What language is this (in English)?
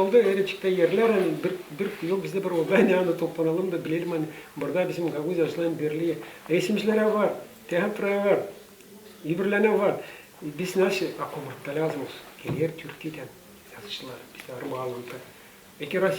Gagauz